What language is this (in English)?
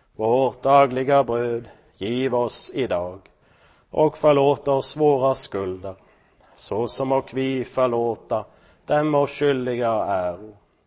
Swedish